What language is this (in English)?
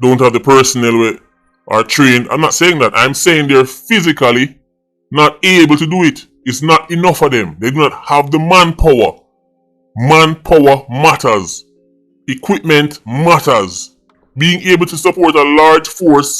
Jamaican Creole English